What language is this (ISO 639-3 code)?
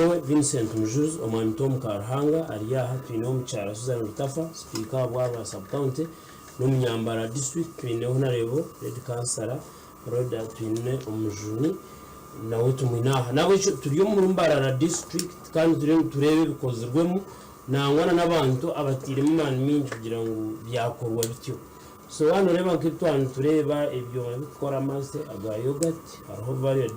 nyn